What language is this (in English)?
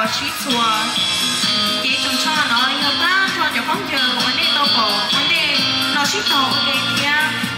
Hmong